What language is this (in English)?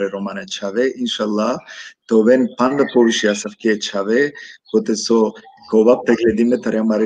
Balkan Romani